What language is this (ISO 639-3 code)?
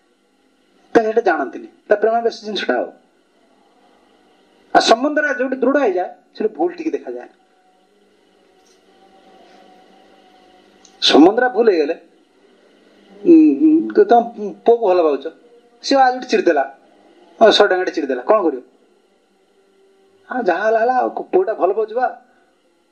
ori